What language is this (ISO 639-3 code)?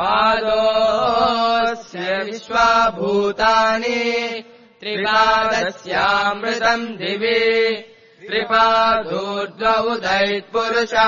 san